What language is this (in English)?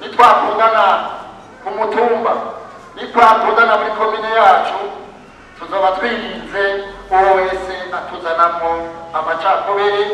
Rundi